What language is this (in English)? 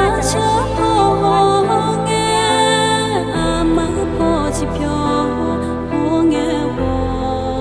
Akha